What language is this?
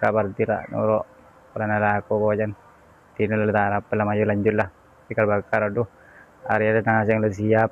Madurese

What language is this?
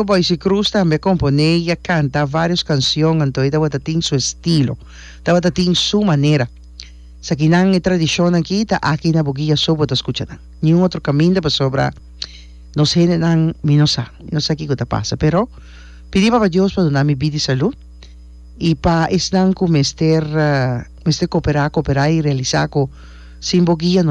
Papiamento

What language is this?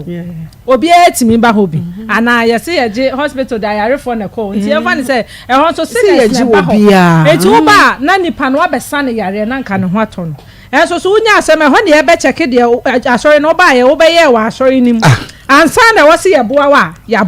Akan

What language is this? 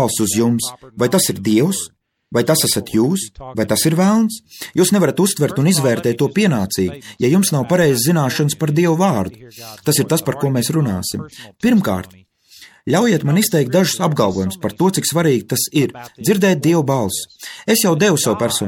Latvian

